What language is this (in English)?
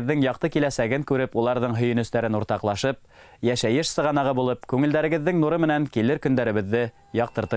Bashkir